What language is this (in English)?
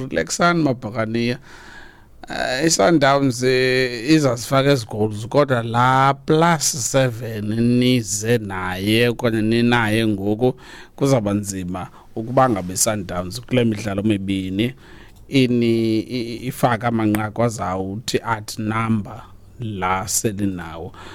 Xhosa